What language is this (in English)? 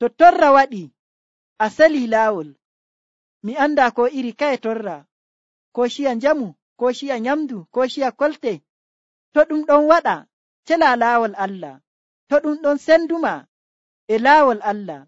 Nigerian Fulfulde